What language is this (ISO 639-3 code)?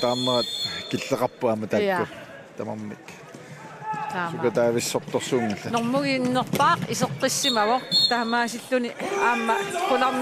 kal